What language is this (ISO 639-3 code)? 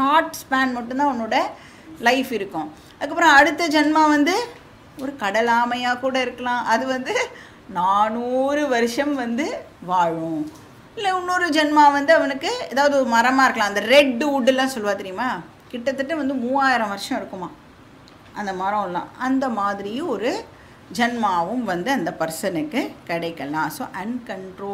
tam